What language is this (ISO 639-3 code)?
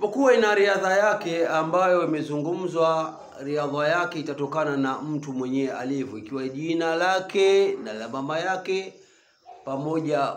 swa